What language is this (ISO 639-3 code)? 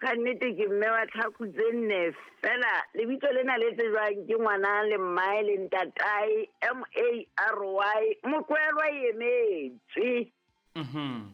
sot